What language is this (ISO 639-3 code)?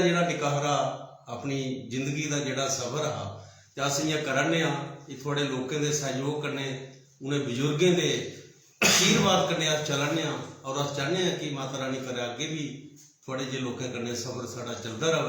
doi